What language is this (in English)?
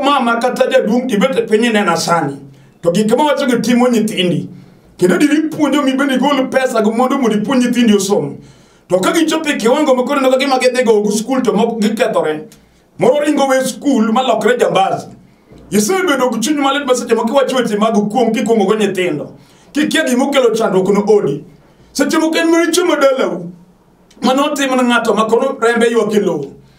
Luo (Kenya and Tanzania)